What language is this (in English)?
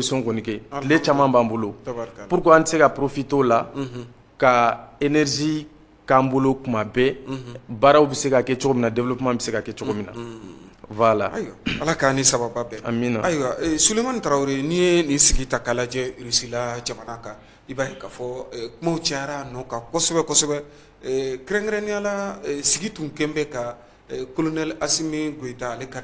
Bambara